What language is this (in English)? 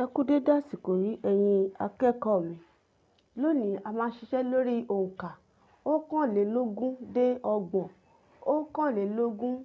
Yoruba